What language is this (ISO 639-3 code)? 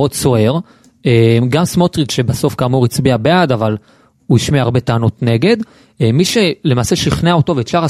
heb